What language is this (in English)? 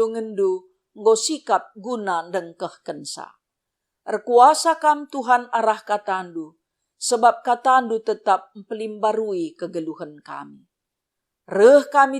Batak Karo